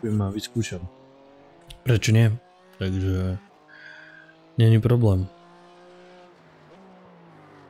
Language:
Slovak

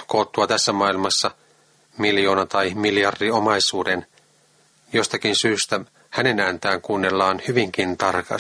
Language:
Finnish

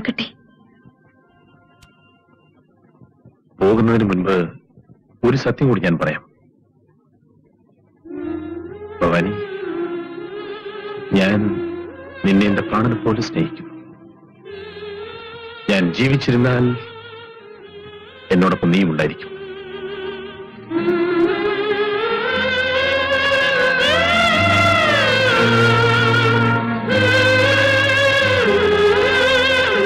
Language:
Malayalam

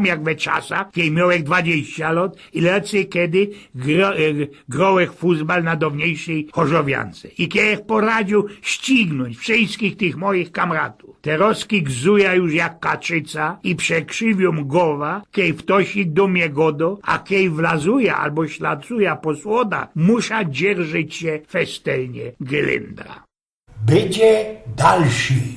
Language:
Silesian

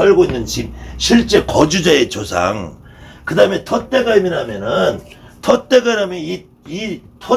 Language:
Korean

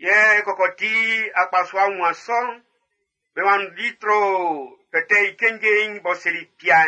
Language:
Baoulé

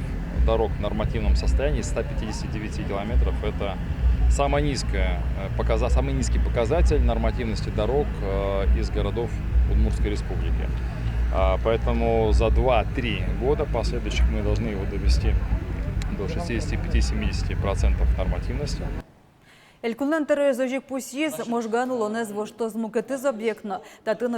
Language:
Udmurt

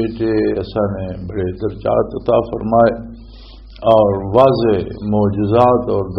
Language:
Western Panjabi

